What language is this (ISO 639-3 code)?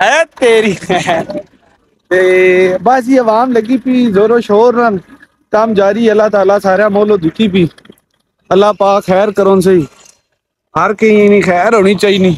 skr